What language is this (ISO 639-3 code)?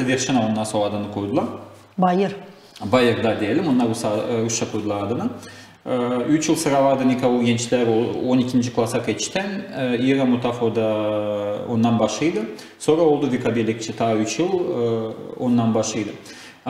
gag